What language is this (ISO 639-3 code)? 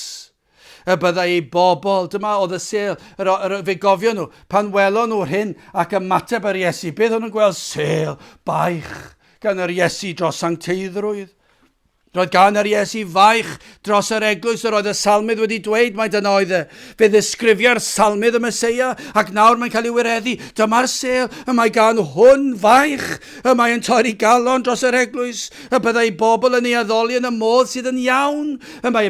cym